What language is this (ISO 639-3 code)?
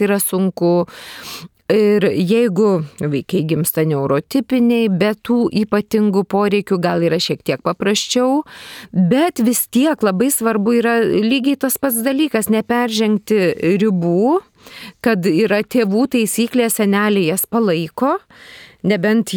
lit